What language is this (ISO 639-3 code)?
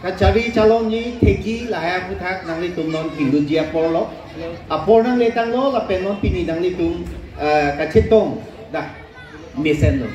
mjw